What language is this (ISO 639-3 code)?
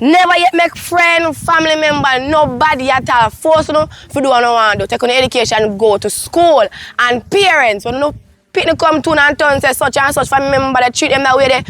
jam